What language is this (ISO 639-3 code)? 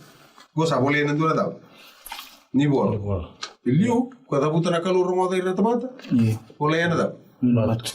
fij